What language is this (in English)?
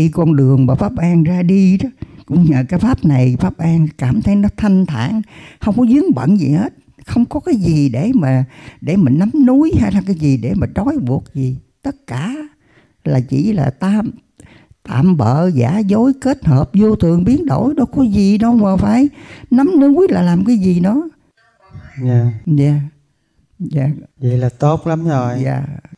Vietnamese